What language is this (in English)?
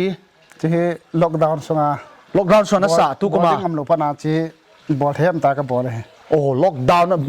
Paite Chin